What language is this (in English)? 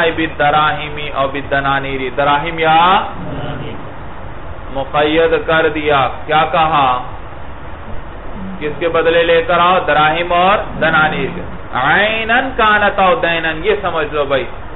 Urdu